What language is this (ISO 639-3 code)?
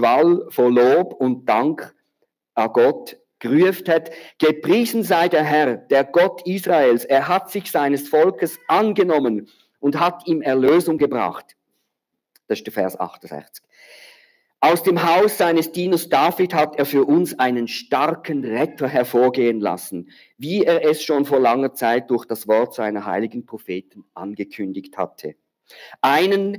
gsw